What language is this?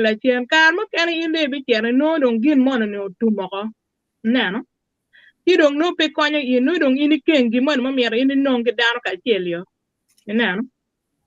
Acoli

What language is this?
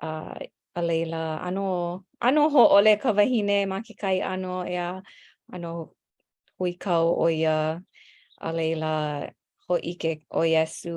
Hawaiian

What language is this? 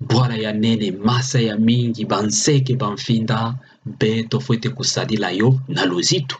Kituba (Democratic Republic of Congo)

